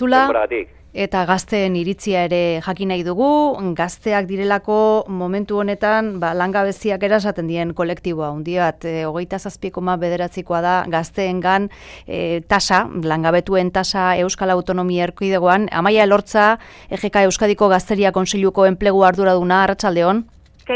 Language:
Basque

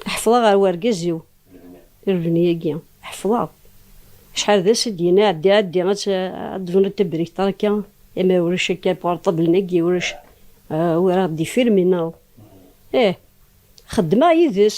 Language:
Kabyle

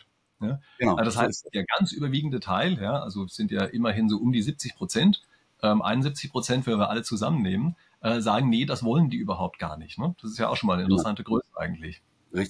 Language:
German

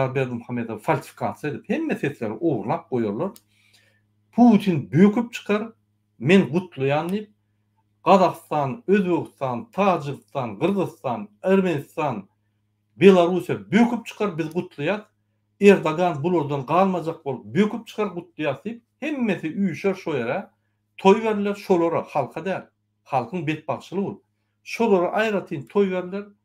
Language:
Turkmen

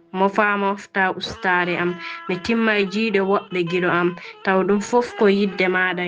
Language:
Fula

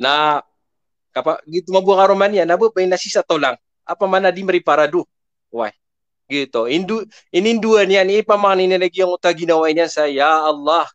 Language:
Maranao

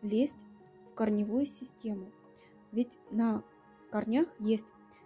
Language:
Russian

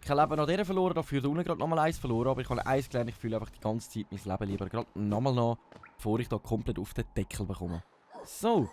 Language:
Swiss German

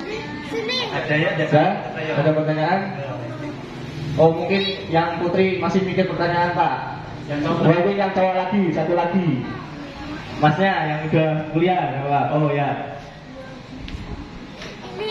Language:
Indonesian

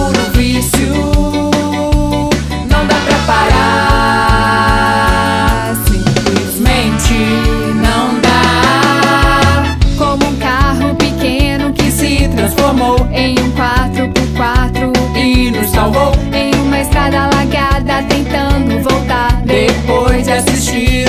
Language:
Portuguese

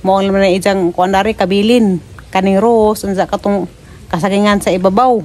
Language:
Cebuano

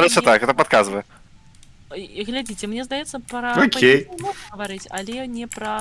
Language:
Belarusian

